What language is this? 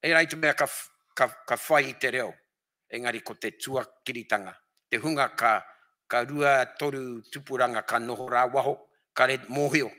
Māori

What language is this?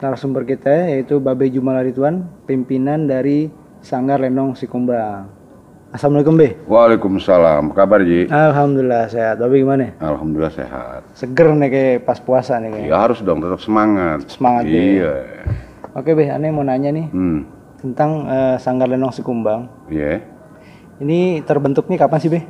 Betawi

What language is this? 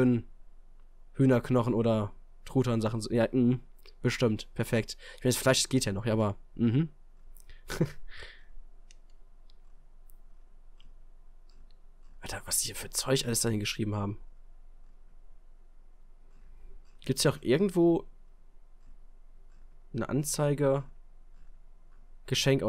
German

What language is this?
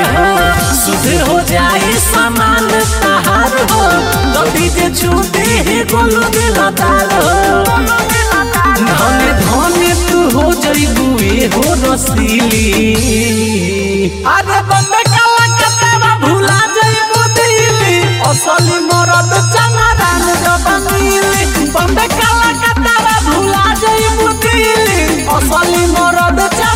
Bhojpuri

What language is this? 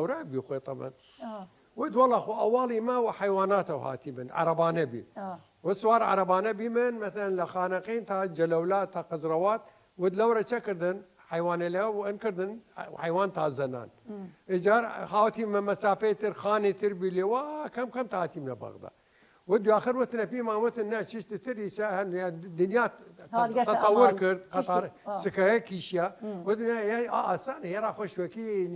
Southern Kurdish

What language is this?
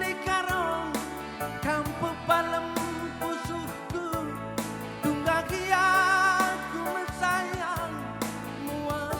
Batak Karo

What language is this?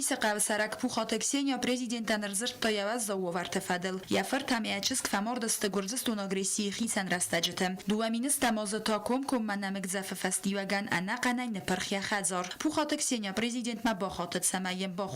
Ossetic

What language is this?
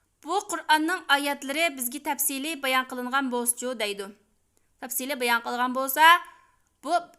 Uyghur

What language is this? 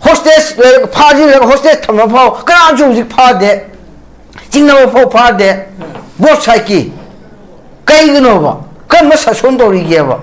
Manipuri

